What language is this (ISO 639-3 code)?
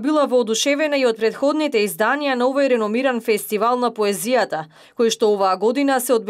mkd